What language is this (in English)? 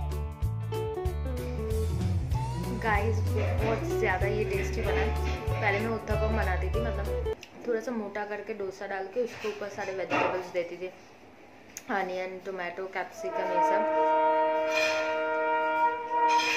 Hindi